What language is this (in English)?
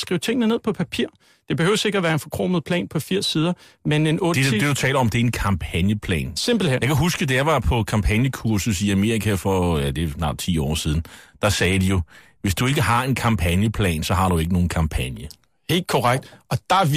Danish